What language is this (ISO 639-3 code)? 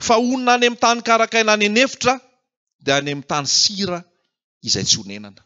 mlg